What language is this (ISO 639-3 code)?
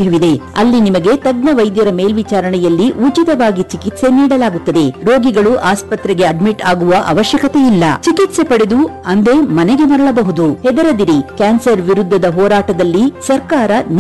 kan